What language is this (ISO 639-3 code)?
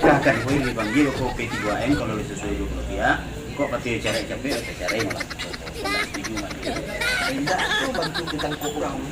min